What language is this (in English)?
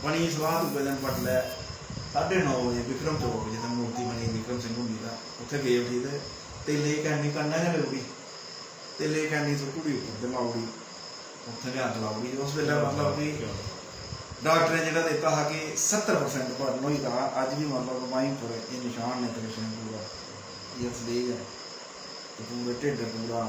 Dogri